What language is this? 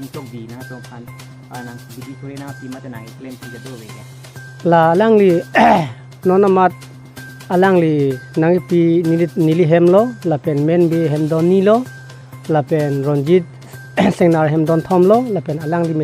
Karbi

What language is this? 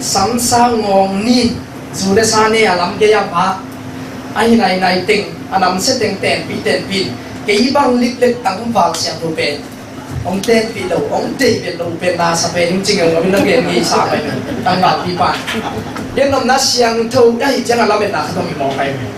Tedim Chin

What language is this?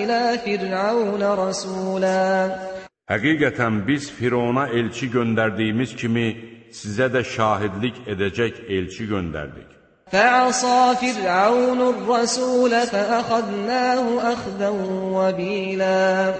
Azerbaijani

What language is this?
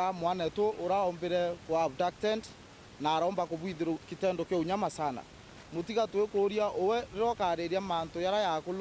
Meru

